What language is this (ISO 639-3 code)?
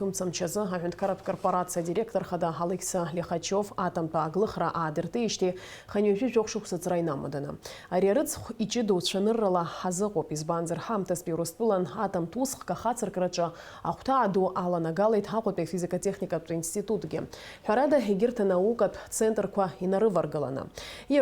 abk